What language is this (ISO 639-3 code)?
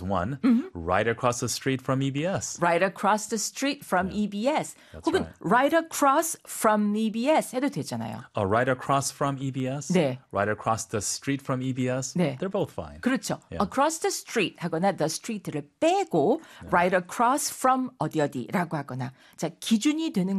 kor